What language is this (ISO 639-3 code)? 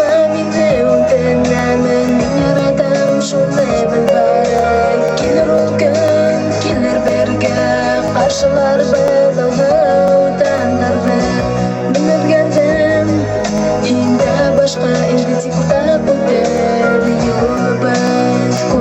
bak